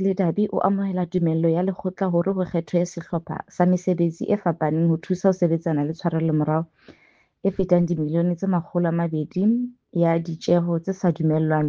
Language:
Southern Sotho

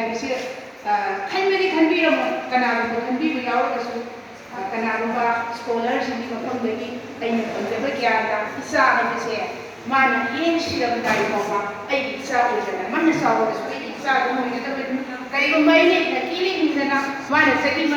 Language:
Manipuri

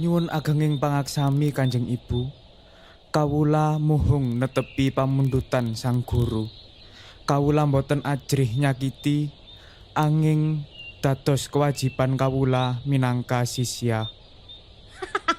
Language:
Javanese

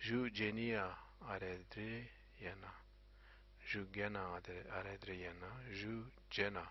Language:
Zaza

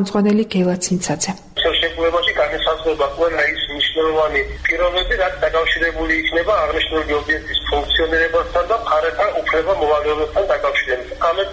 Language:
Georgian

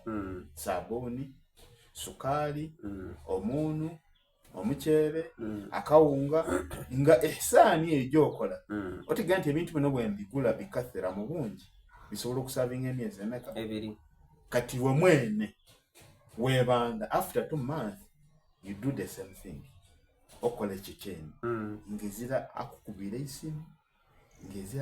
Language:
Soga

